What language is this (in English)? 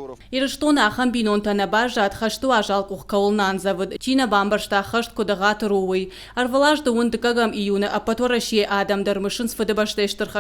Ossetic